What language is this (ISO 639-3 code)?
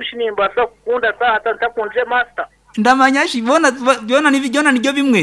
nyn